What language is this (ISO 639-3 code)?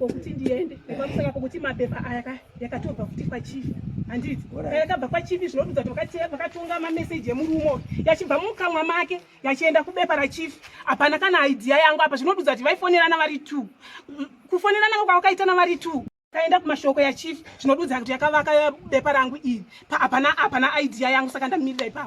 sna